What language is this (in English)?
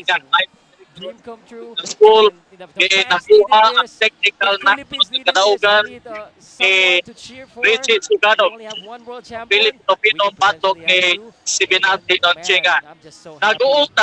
Cebuano